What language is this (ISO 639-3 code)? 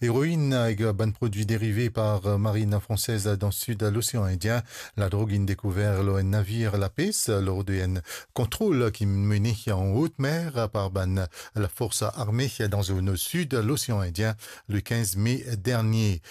mfe